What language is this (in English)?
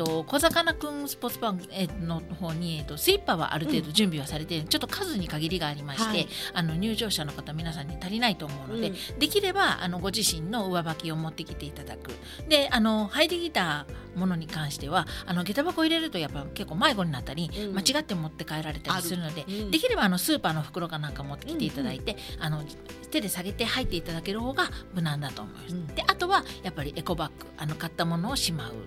Japanese